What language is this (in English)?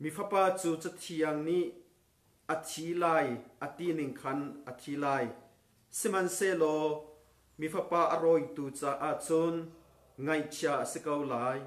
Hakha Chin